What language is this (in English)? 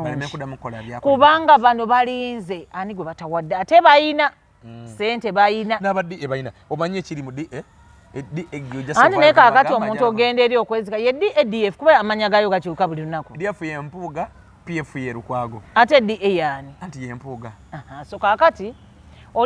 Ganda